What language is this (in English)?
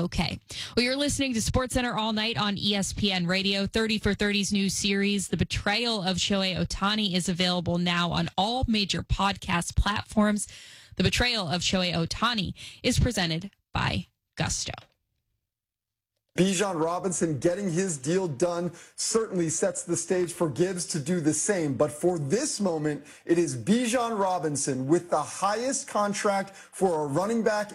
English